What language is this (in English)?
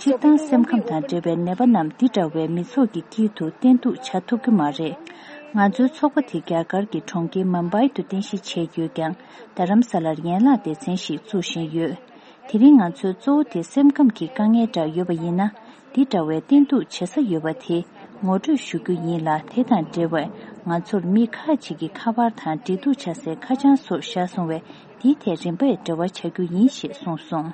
Tibetan